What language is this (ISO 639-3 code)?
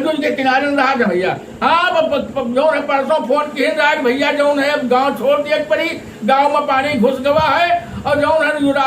awa